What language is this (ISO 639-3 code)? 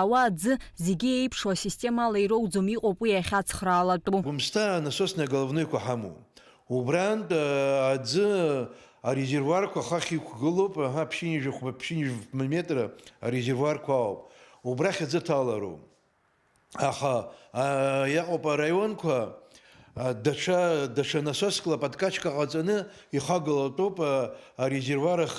abk